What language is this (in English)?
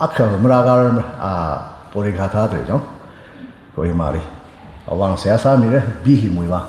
Tangkhul Naga (India)